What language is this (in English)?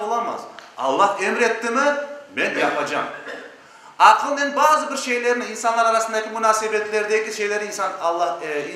Crimean Tatar